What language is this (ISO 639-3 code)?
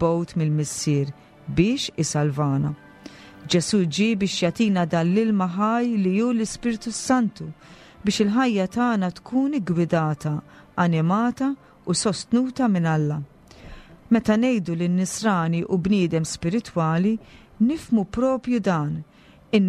mlt